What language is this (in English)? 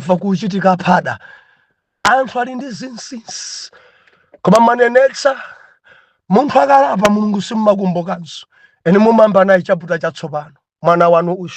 Nyanja